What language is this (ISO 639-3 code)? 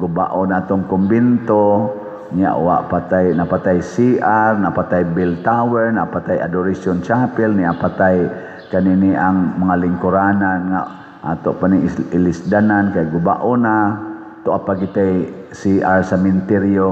ceb